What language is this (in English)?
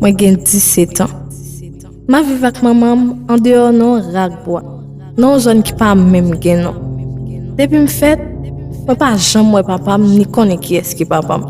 Haitian Creole